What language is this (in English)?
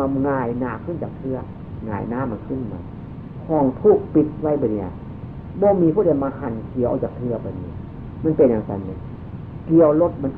Northeastern Thai